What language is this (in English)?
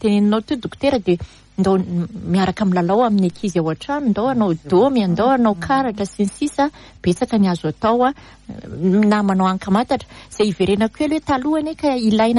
Malagasy